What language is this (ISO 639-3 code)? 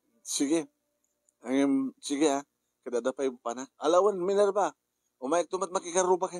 ilo